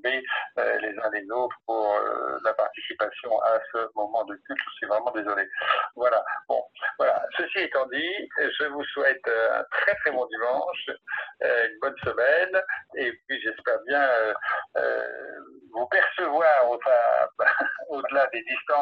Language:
French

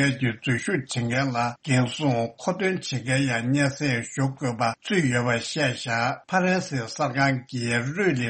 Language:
Tibetan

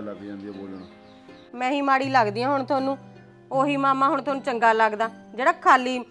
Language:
Punjabi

